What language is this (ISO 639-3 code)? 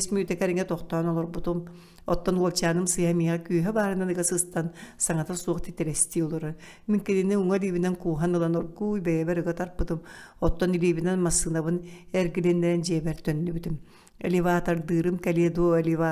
sah